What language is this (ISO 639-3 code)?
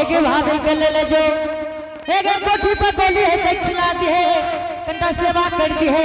anp